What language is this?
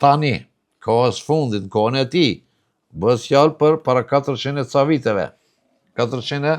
Albanian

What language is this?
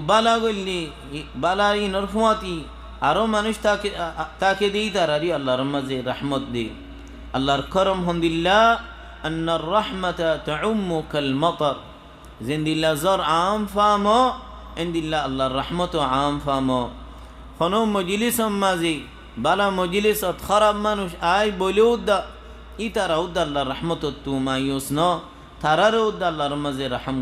Rohingya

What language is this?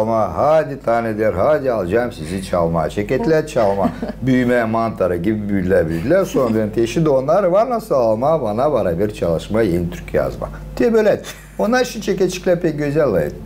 Gagauz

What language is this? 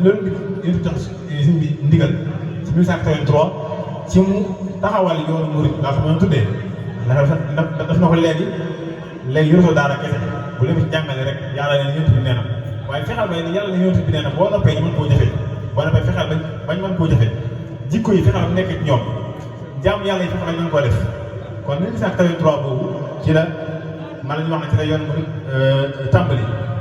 Wolof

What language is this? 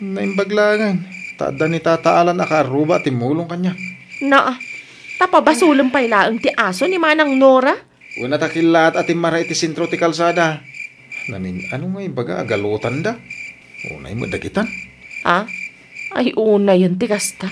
Iloko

